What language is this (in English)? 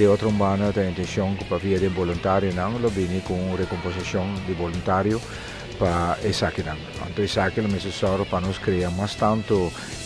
Papiamento